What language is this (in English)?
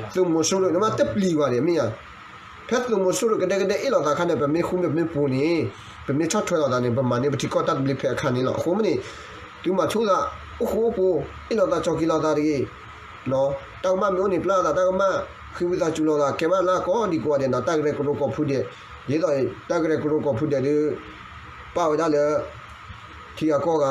S'gaw Karen